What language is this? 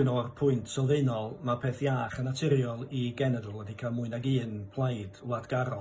Welsh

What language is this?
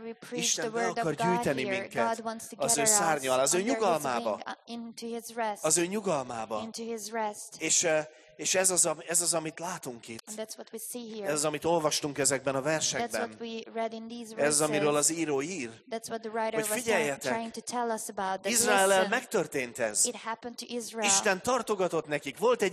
Hungarian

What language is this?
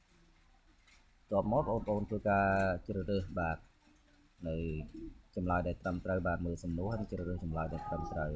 Khmer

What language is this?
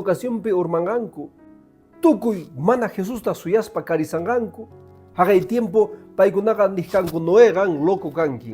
Quechua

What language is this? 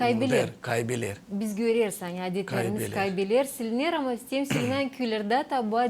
Gagauz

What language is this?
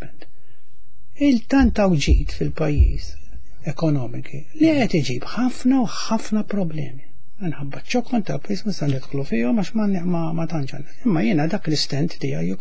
Maltese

